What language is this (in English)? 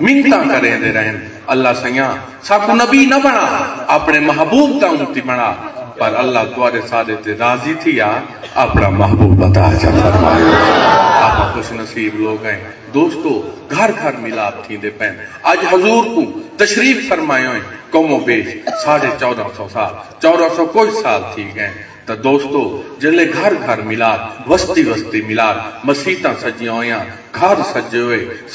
Saraiki